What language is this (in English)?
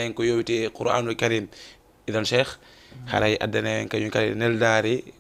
Fula